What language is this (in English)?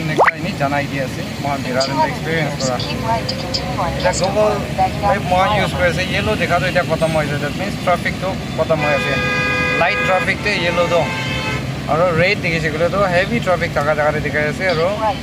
Naga Pidgin